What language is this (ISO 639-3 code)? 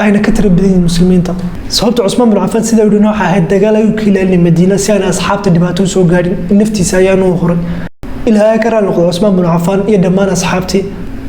som